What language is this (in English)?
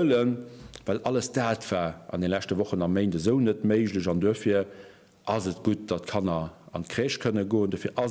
Luxembourgish